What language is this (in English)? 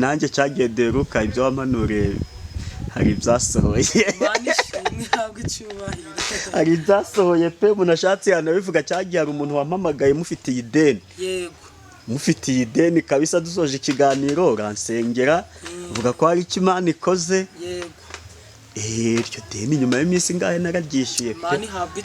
Kinyarwanda